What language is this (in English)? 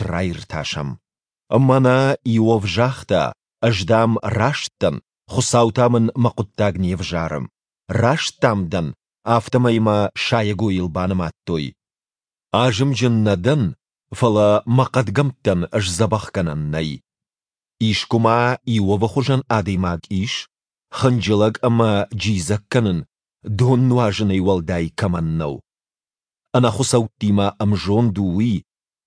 Ossetic